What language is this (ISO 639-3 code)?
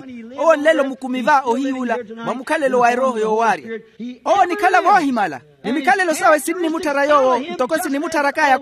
vmw